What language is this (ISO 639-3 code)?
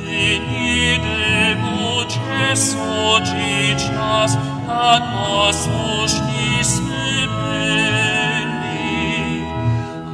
hsb